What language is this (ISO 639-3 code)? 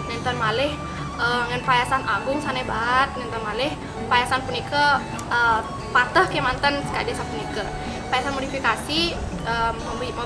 ban